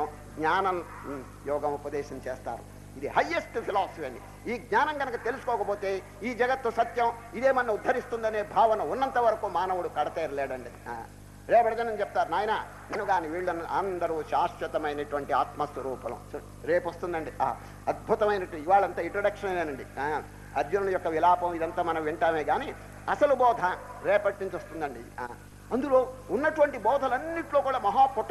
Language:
Telugu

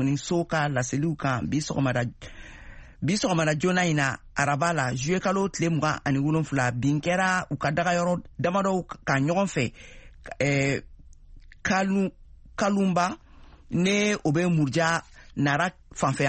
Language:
Bambara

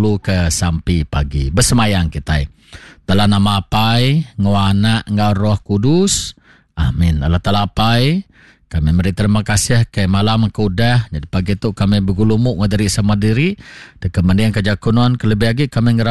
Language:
Iban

